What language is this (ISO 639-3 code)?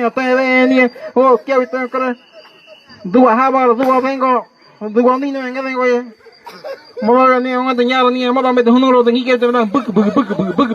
gym